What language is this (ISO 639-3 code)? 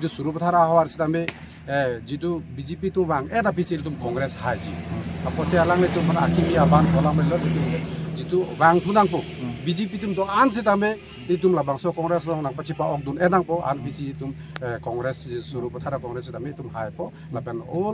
mjw